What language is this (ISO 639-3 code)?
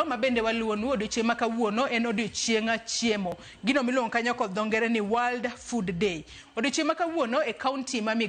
luo